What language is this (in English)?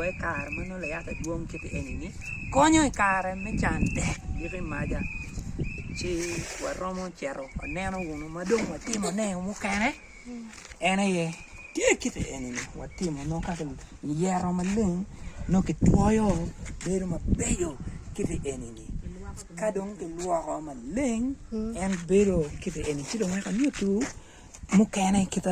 Acoli